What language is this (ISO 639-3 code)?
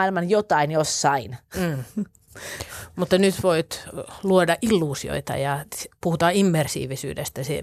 fin